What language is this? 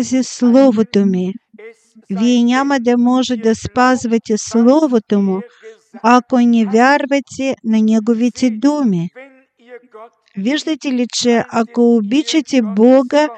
Bulgarian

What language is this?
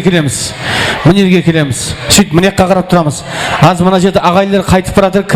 Kara-Kalpak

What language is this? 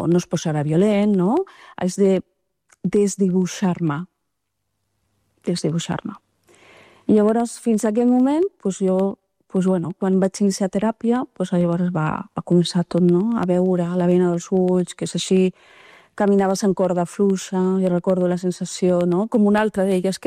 Catalan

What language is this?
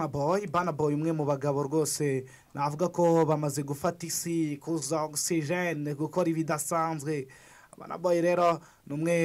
Kinyarwanda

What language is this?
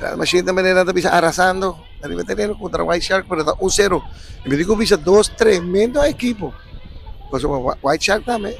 Papiamento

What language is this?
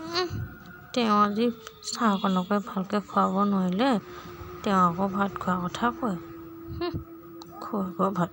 Assamese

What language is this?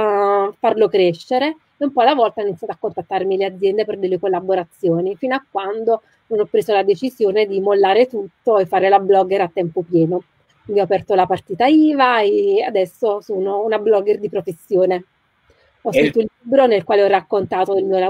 Italian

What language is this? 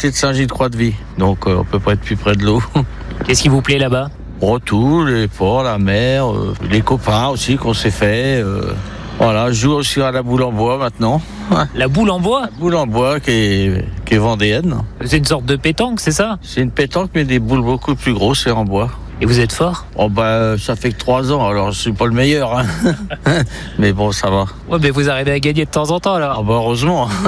French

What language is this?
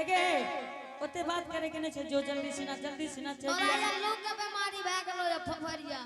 Angika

